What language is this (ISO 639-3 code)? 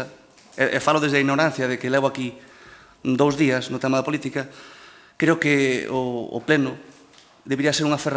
glg